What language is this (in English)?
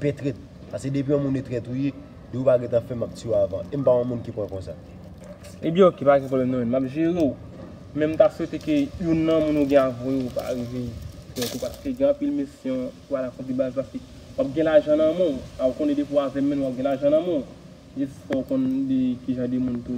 Haitian Creole